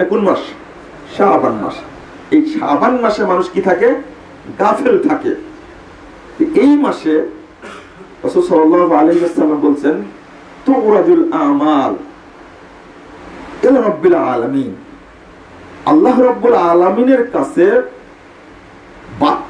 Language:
Bangla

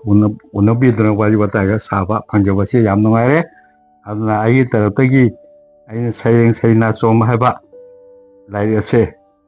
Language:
Manipuri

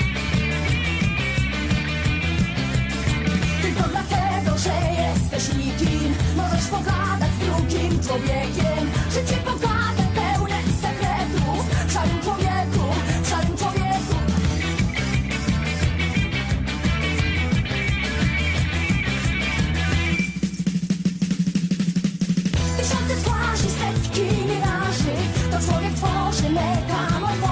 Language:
Polish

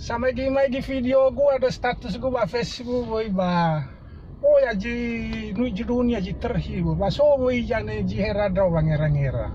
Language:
Nias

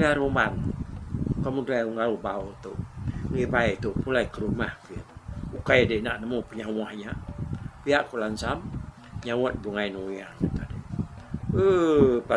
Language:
Iban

